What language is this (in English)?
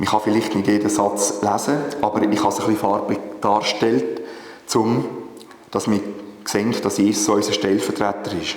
Swiss German